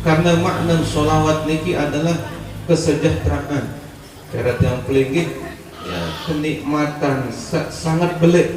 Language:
Sasak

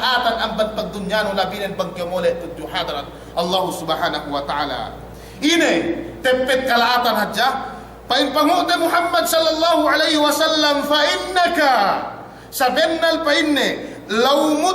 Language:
Yakan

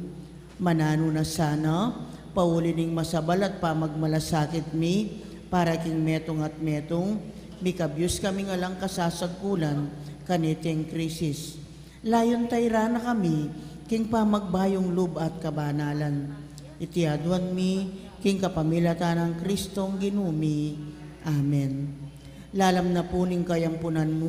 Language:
Pampanga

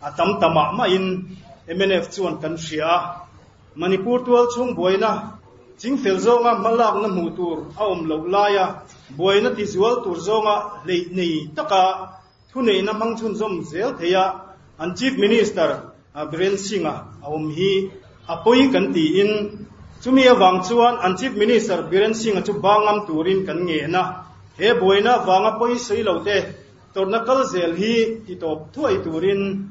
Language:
Mizo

